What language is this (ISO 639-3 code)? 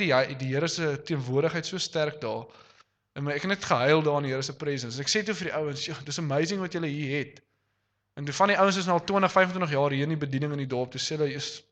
afr